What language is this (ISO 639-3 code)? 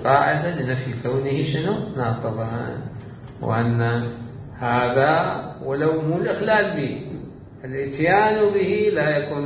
acm